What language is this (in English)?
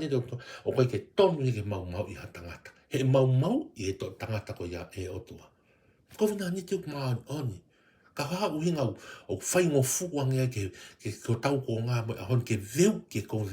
Tongan